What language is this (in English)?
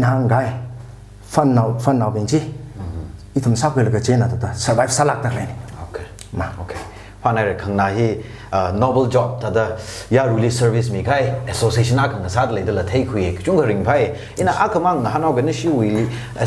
Tangkhul Naga (India)